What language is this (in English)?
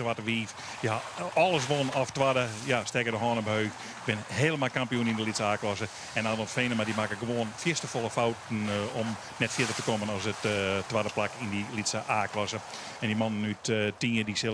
Western Frisian